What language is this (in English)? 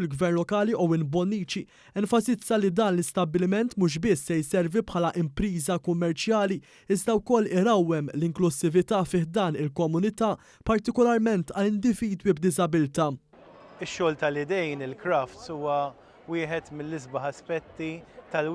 Maltese